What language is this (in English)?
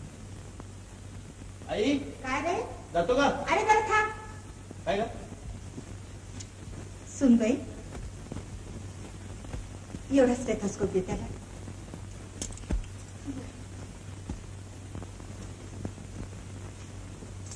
Marathi